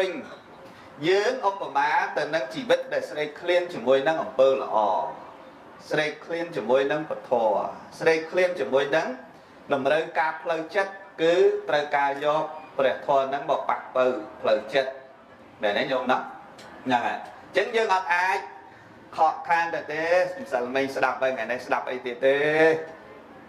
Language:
Khmer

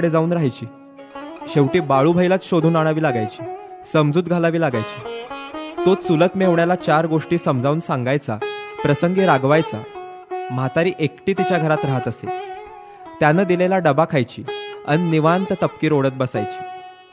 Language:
Marathi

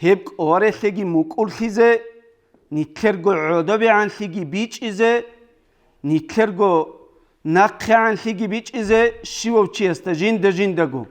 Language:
Avaric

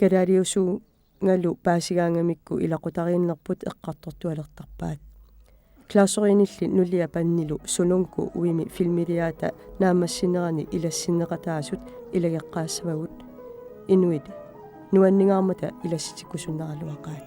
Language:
Kalaallisut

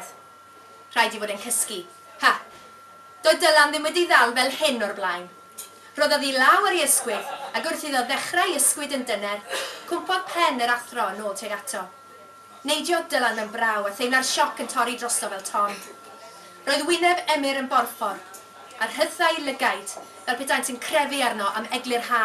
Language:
Welsh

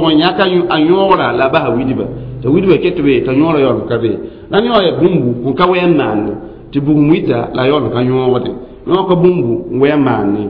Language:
Mossi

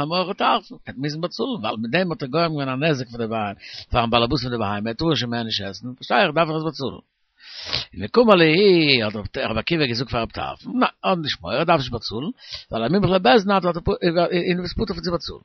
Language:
Yiddish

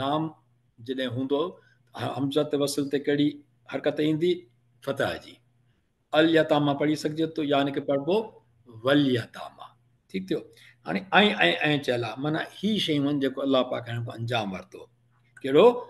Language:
Sindhi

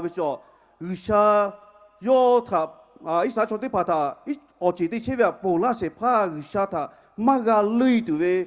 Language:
Lahu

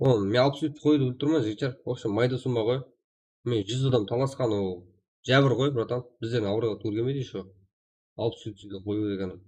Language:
Kara-Kalpak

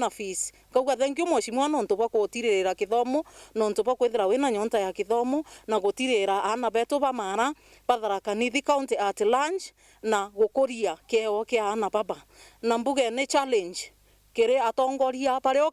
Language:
Meru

